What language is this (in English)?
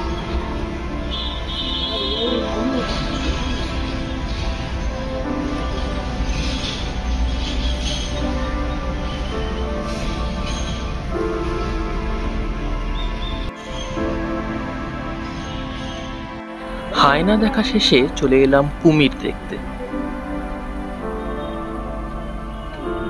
Bangla